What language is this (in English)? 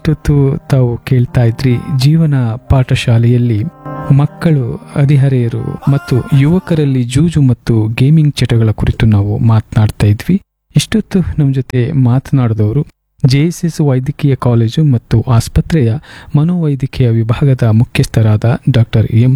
Kannada